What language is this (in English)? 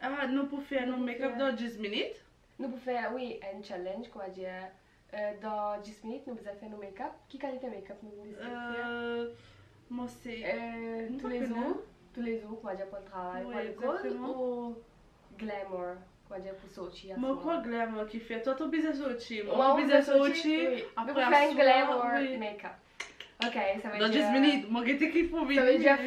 Morisyen